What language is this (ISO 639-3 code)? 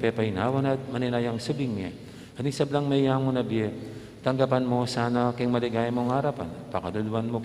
pam